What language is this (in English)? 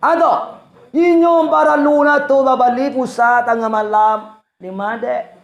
Minangkabau